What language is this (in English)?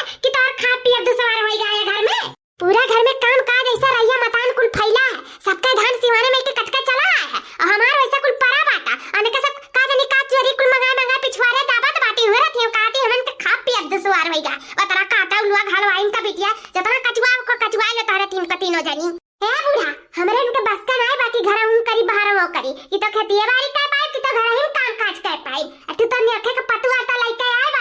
Awadhi